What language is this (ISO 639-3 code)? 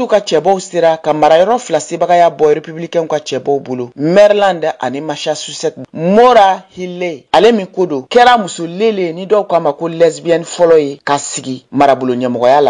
bam